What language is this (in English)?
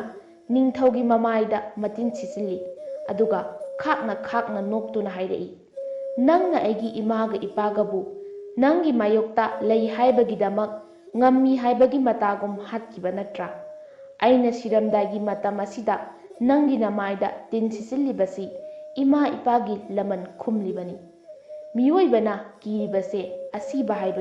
Manipuri